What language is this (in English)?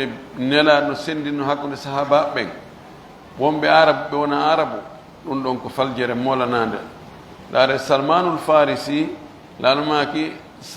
Pular